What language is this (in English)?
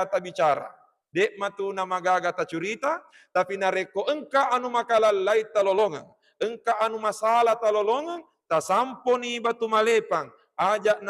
Buginese